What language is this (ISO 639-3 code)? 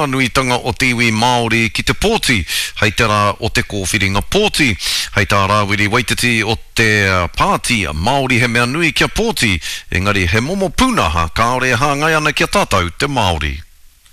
mri